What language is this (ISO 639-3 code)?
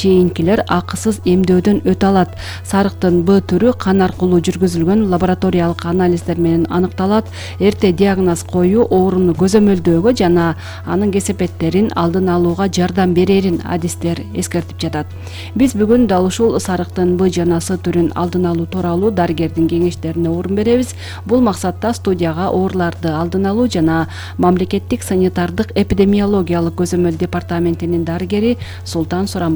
kir